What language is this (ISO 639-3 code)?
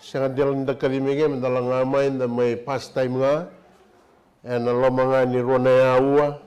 fij